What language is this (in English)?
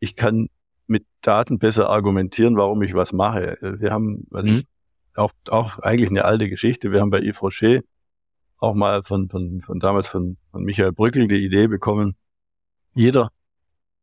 German